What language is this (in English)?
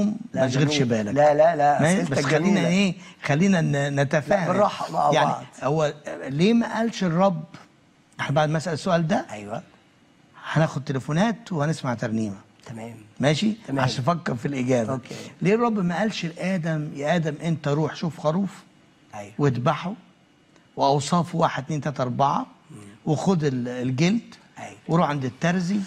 Egyptian Arabic